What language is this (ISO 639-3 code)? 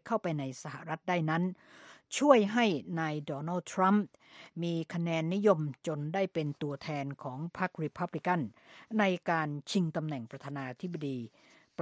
tha